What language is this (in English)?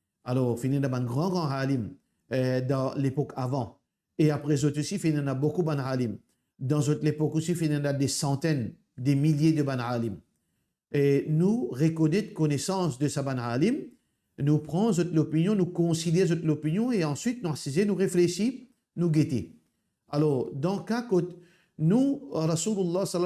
Morisyen